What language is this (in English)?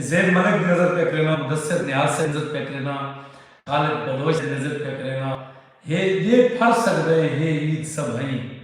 Saraiki